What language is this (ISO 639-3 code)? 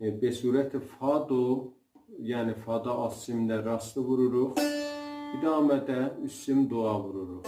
azb